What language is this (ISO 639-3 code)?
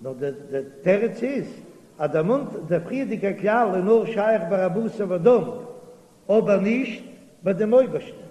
yid